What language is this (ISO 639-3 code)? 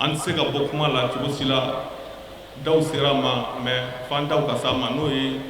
bam